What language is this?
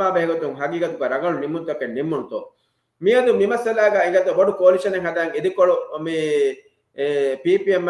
Divehi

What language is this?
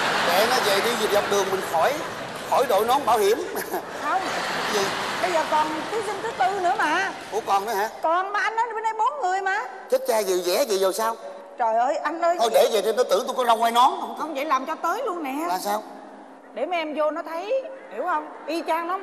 Vietnamese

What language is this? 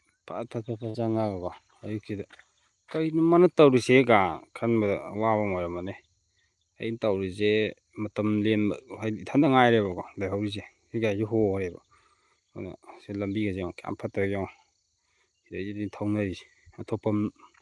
Manipuri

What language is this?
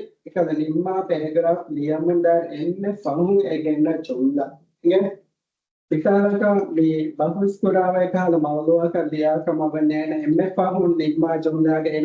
Divehi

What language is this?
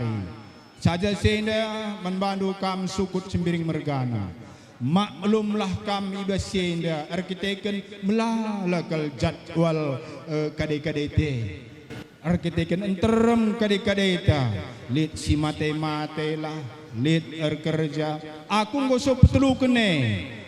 Batak Karo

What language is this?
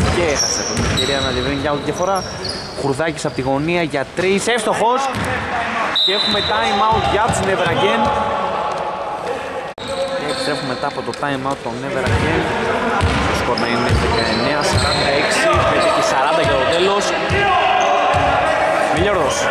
Greek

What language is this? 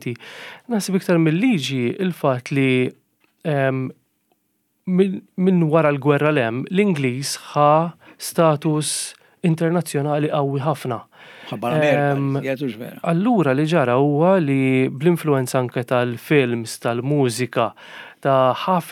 Maltese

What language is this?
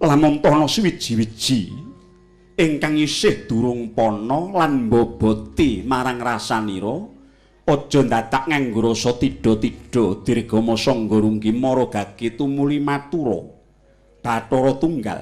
Javanese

